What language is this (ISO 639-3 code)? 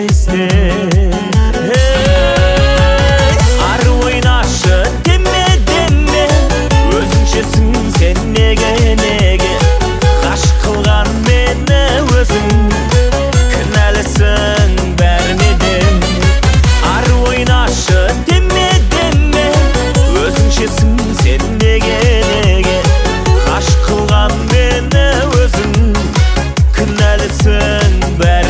kaz